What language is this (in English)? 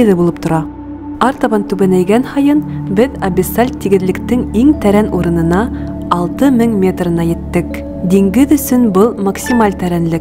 Bashkir